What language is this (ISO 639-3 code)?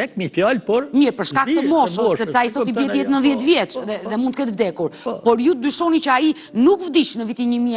sqi